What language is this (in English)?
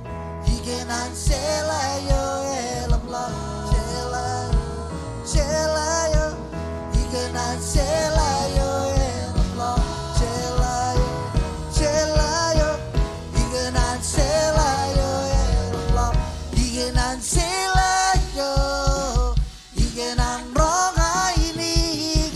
Marshallese